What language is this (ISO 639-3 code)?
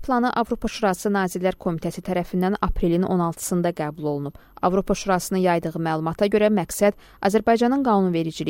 aze